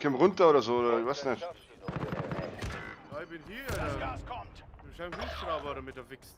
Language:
Bavarian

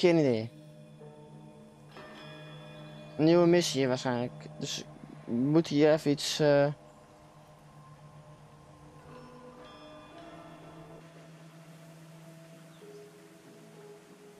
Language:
Dutch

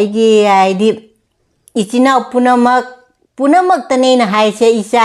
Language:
Manipuri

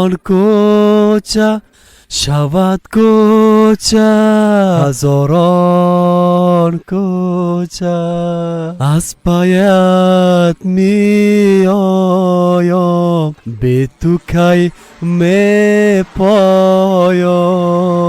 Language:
Persian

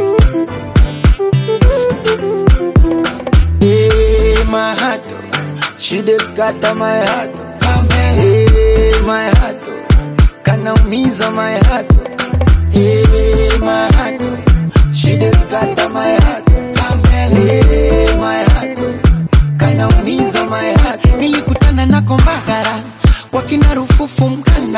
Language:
Swahili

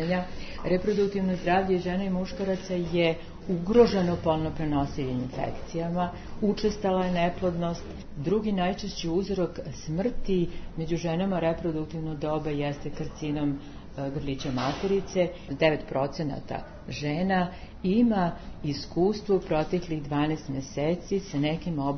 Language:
Serbian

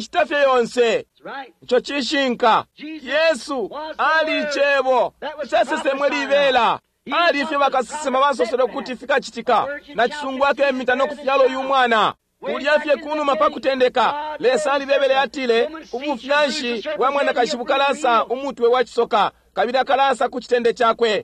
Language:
Bemba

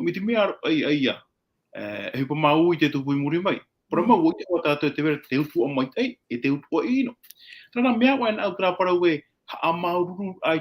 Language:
Tahitian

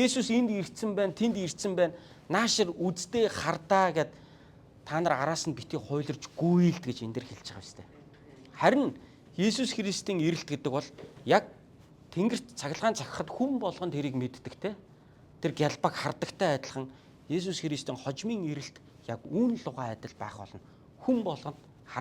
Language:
Mongolian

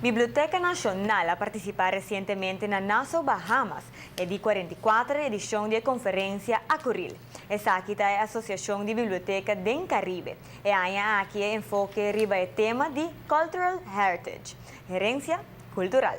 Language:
Papiamento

